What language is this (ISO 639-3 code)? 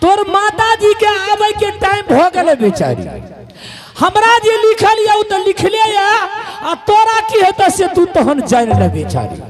anp